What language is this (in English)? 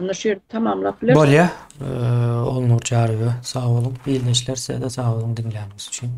Turkmen